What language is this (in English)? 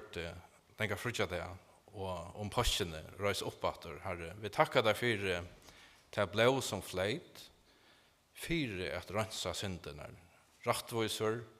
Faroese